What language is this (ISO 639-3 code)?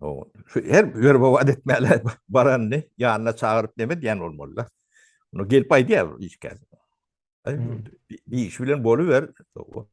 tuk